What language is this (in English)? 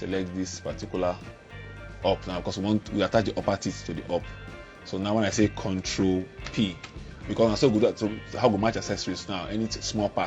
Nigerian Pidgin